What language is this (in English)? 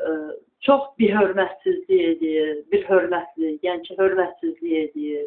Azerbaijani